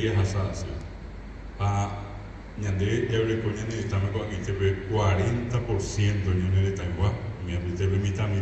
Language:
Guarani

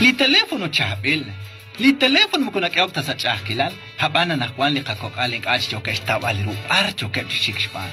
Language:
Kekchí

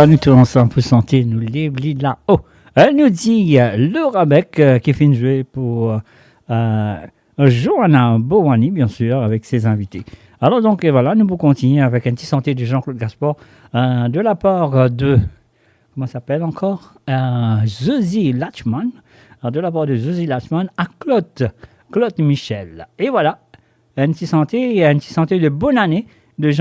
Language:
Morisyen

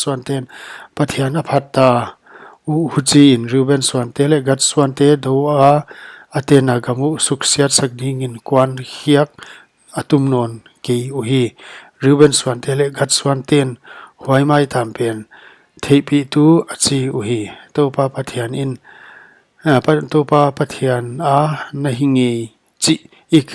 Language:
Paite Chin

